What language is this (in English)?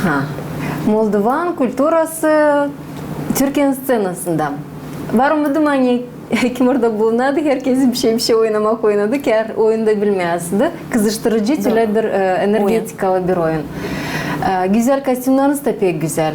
Gagauz